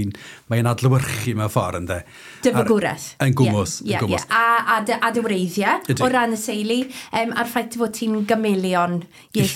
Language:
Welsh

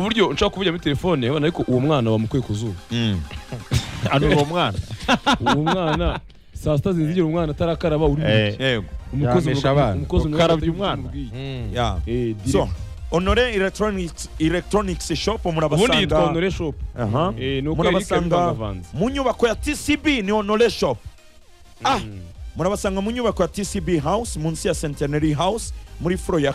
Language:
Kinyarwanda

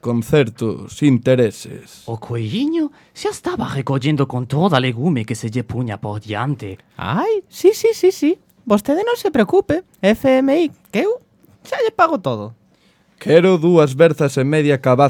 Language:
Galician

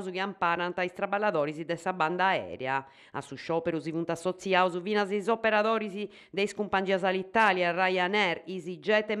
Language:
Sardinian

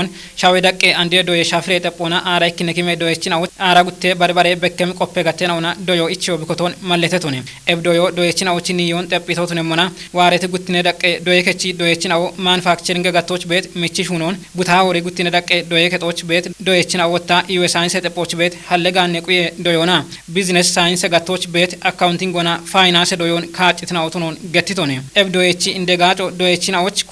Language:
Kafa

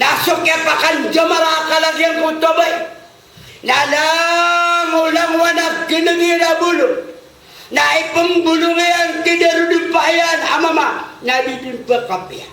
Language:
Maranao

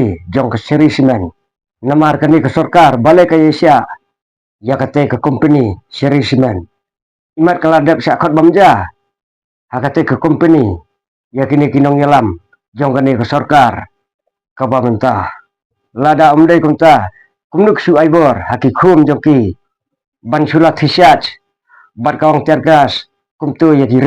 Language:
Khasi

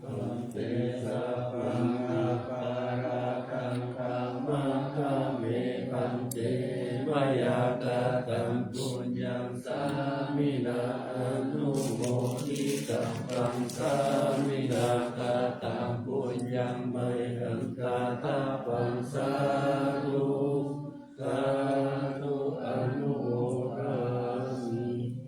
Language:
Pali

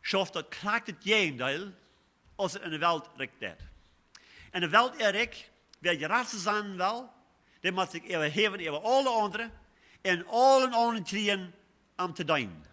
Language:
Plautdietsch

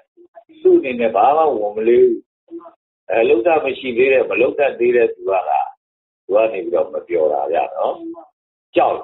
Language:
Burmese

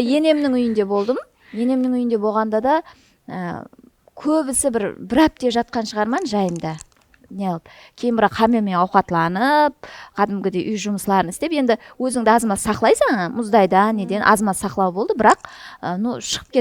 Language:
Kara-Kalpak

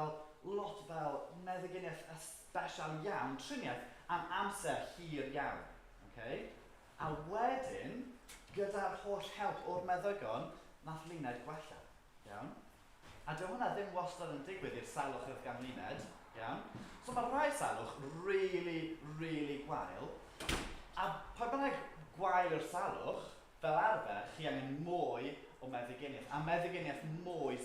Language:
Welsh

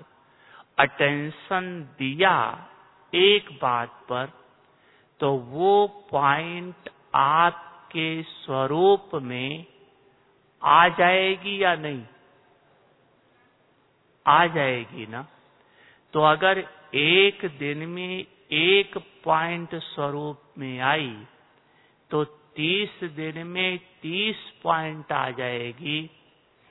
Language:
Hindi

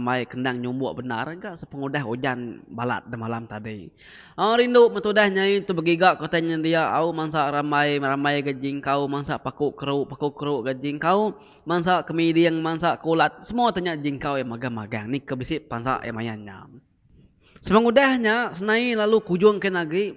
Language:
Iban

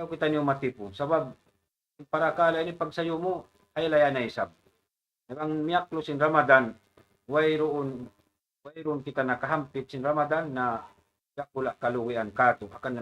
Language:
Tausug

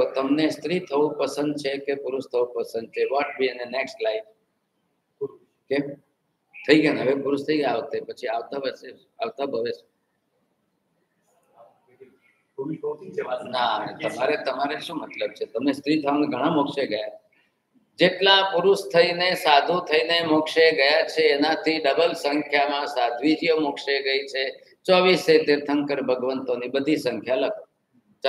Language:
Gujarati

